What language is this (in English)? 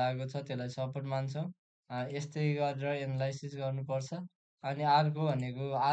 Nepali